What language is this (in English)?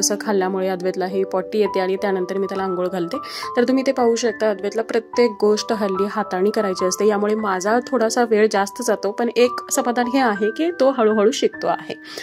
Marathi